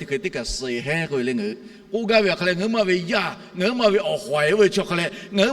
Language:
Lahu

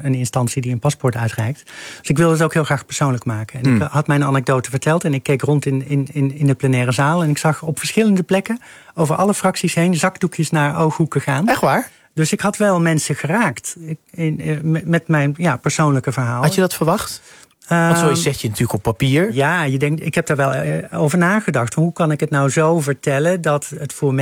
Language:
Dutch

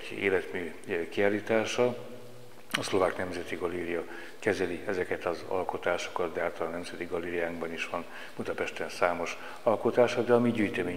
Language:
Hungarian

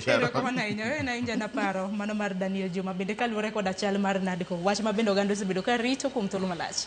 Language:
Luo (Kenya and Tanzania)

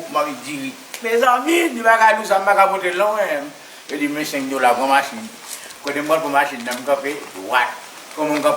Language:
Haitian Creole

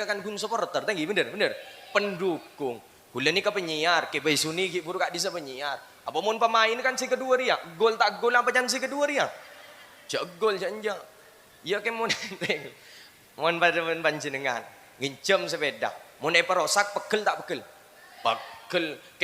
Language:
Madurese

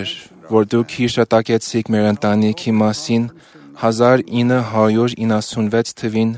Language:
Armenian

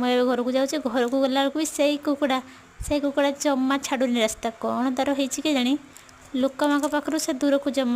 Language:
Odia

